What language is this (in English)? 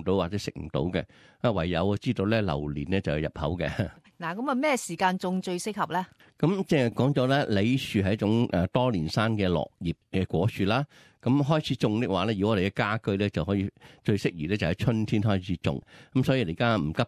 Cantonese